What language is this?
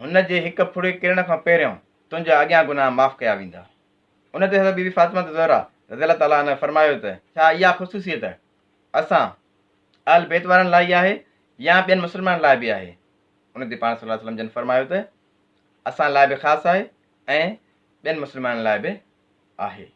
Sindhi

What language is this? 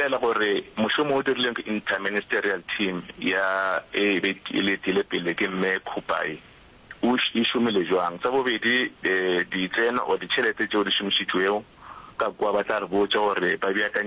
Northern Sotho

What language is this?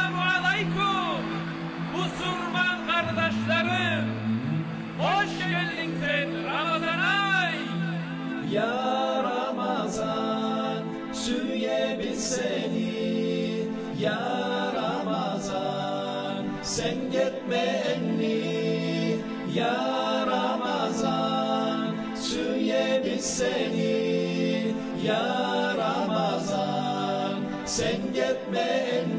Kumyk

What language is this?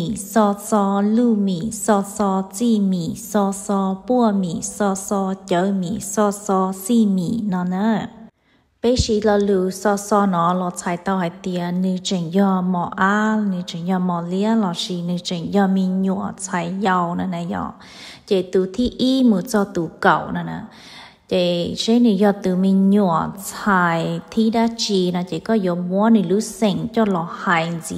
Hmong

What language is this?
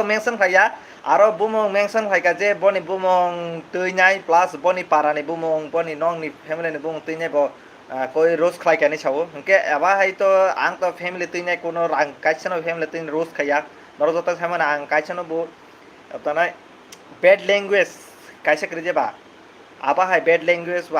Kok Borok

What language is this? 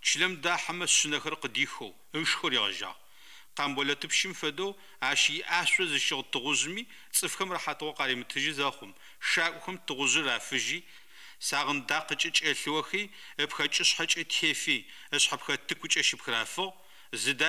Adyghe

